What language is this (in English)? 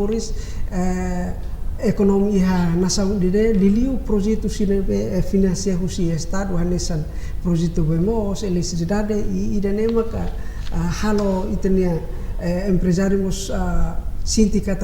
Tetum